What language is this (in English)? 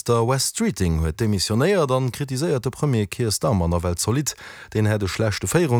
Luxembourgish